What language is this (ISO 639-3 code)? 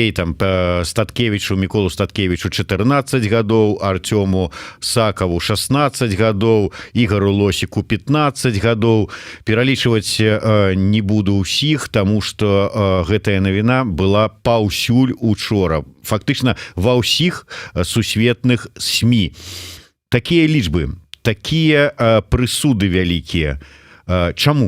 bel